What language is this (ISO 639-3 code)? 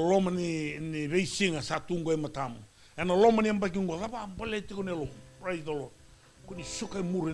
fij